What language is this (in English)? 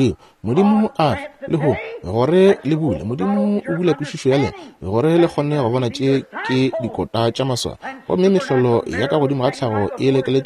Northern Sotho